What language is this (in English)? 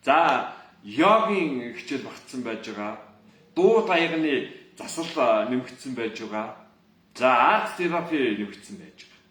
Mongolian